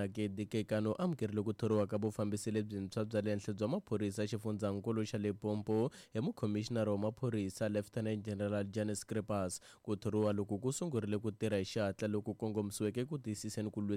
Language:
Tsonga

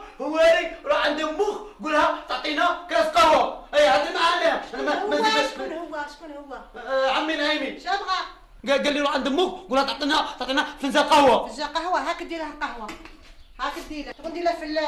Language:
Algerian Arabic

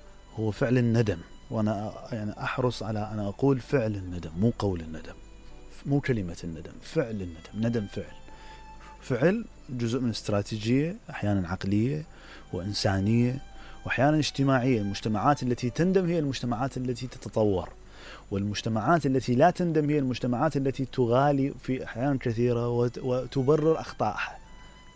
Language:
Mesopotamian Arabic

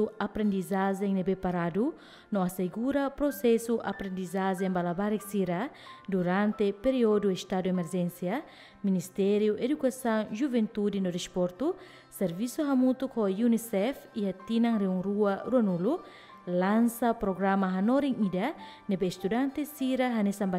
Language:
Tetum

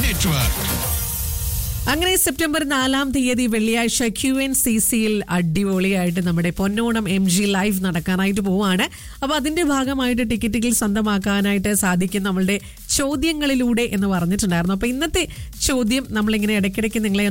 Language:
Malayalam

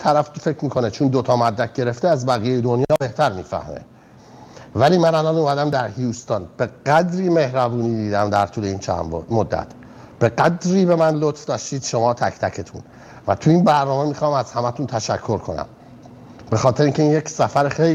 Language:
Persian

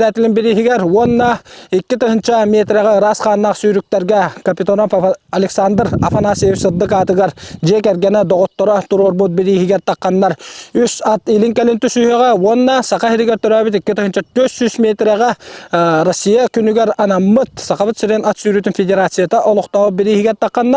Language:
Yakut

